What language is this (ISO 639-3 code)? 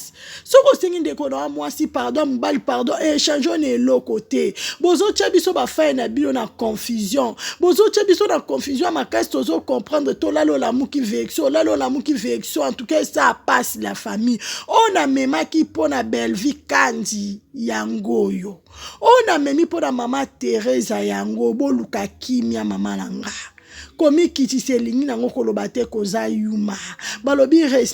lin